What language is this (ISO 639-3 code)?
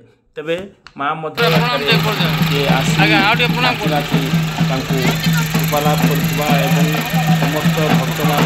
ori